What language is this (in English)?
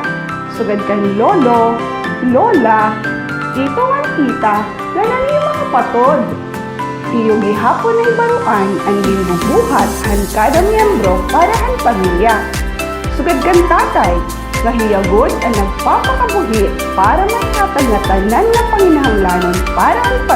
Waray